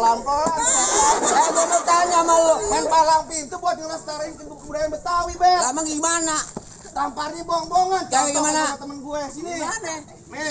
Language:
Betawi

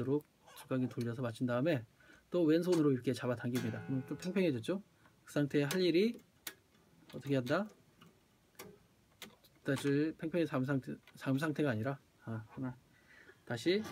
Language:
Korean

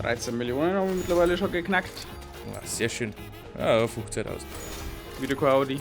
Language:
Bavarian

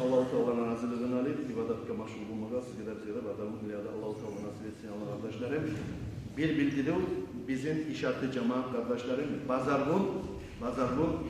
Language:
Kumyk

